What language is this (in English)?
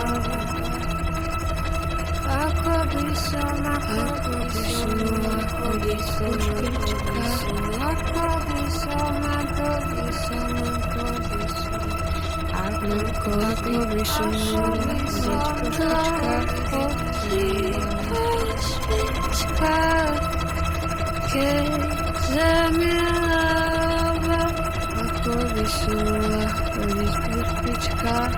Slovak